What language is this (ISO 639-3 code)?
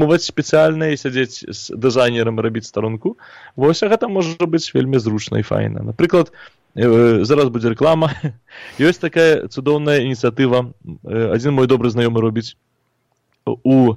bel